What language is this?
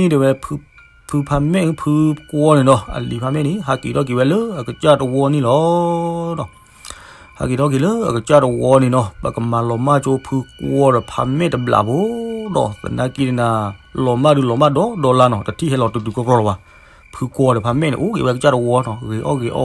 S'gaw Karen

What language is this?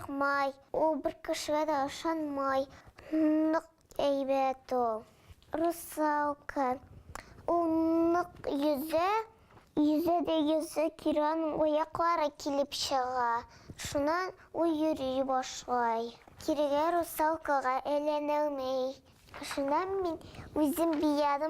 Bashkir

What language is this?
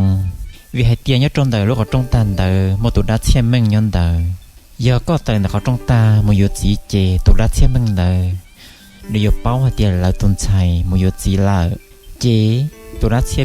Hmong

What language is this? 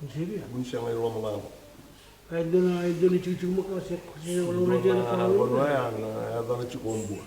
Fijian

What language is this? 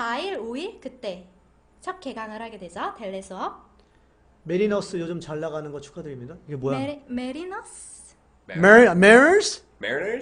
Korean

